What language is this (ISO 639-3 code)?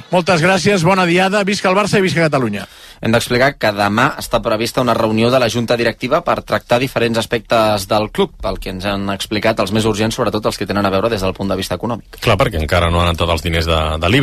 cat